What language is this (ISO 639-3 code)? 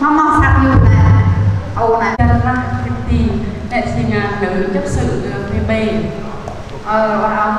cmo